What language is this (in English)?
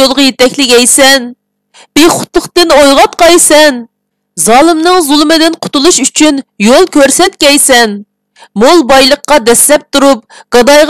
Uyghur